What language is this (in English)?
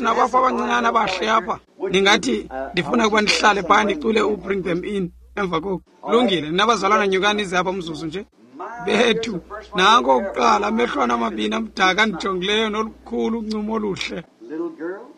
Xhosa